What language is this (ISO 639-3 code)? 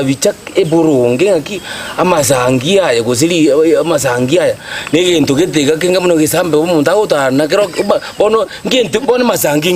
guz